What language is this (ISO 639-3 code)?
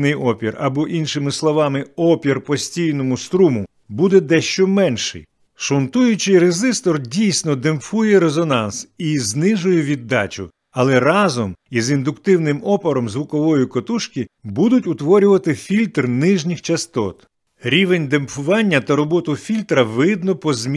ukr